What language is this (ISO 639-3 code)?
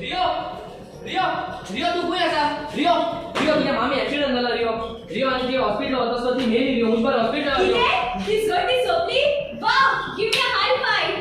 kok